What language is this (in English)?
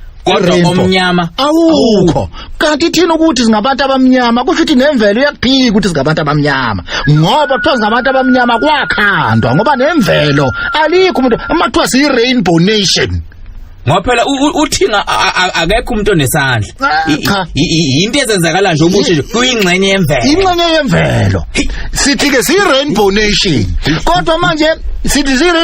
Zulu